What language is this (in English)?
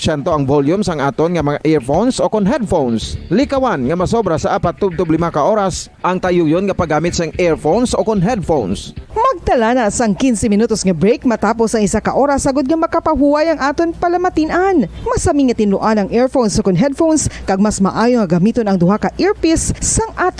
Hiligaynon